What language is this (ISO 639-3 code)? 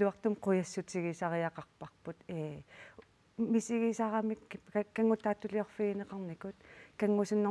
kal